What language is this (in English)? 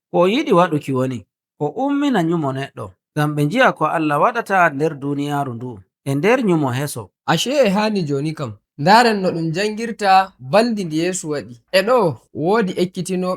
Nigerian Fulfulde